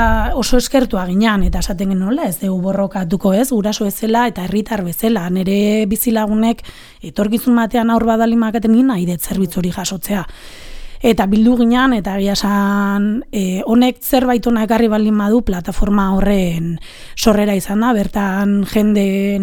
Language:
Basque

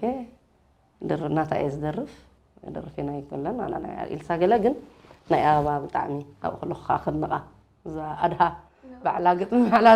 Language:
Tigrinya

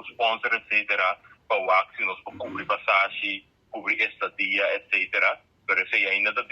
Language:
Papiamento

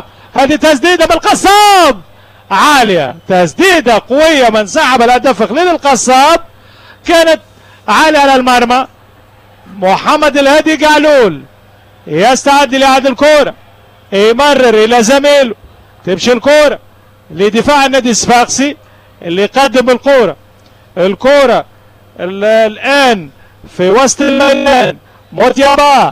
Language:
Tunisian Arabic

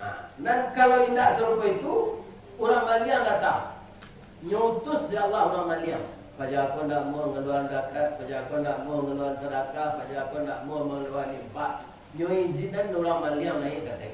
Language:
Minangkabau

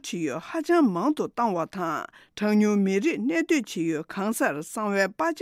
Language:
Tibetan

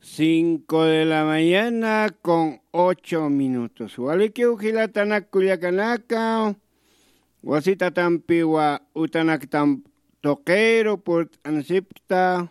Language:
Aymara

